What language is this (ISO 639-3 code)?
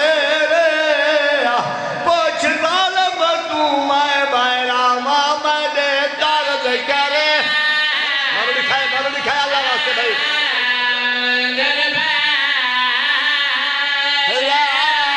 hin